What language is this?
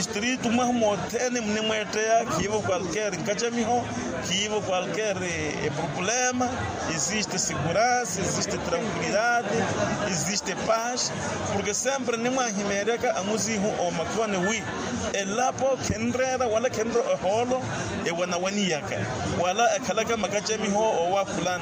Makhuwa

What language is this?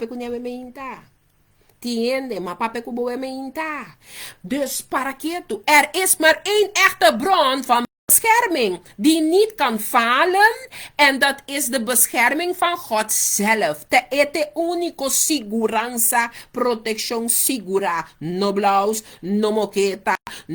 Papiamento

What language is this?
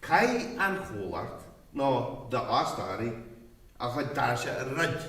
Irish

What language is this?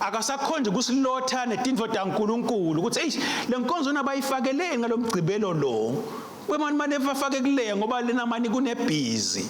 Swati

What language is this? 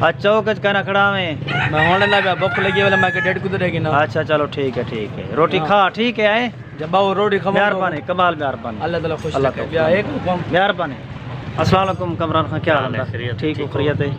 Saraiki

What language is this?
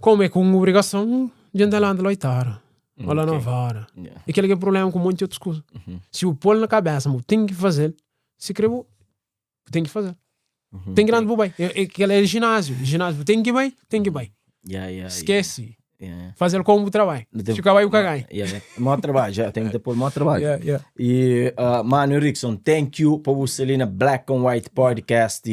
Kabuverdianu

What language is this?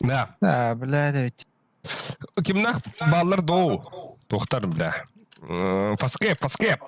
Yakut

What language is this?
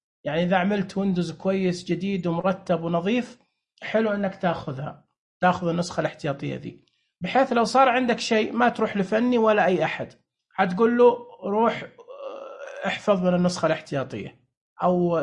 Najdi Arabic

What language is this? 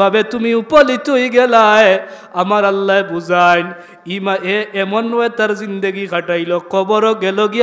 Sylheti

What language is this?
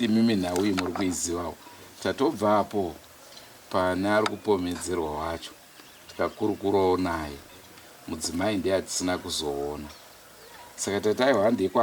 Shona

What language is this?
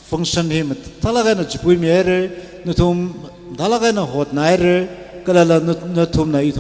Tangkhul Naga (India)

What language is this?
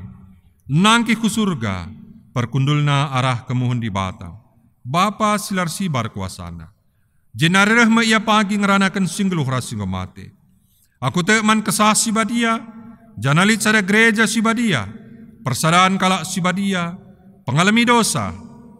Batak Karo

